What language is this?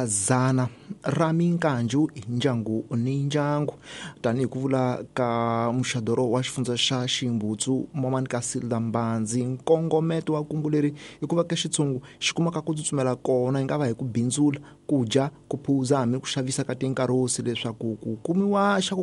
Tsonga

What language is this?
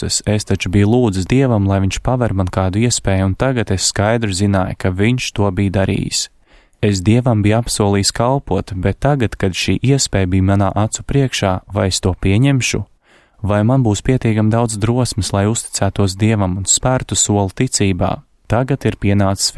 Latvian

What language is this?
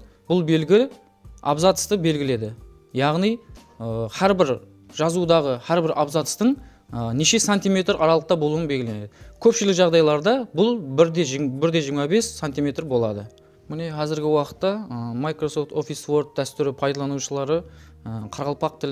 Kara-Kalpak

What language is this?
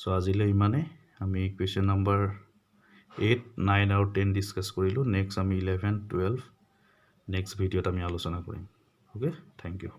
Assamese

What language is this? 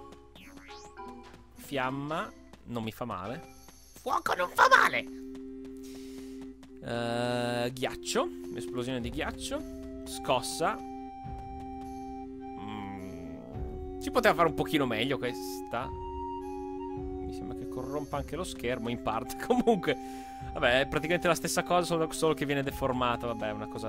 Italian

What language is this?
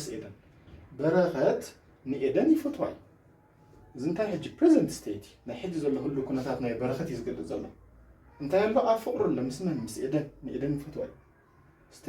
Tigrinya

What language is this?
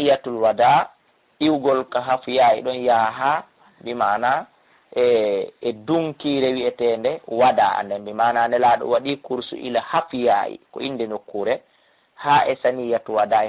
Fula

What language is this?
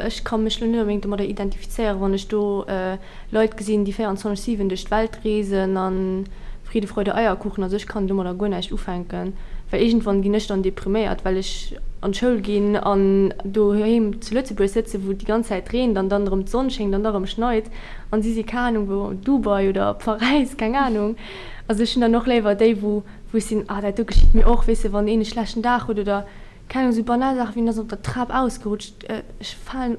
Luxembourgish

